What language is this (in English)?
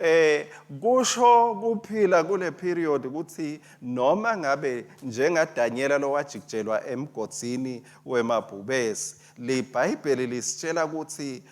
Swati